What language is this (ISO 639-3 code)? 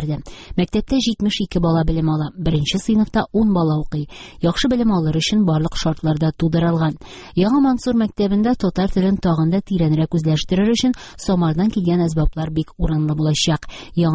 tat